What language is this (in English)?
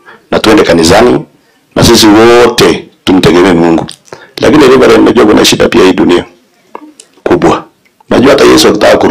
Swahili